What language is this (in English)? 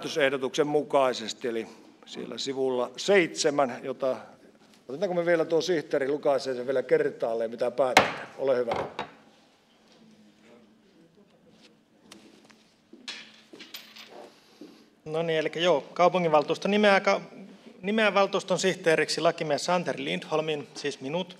Finnish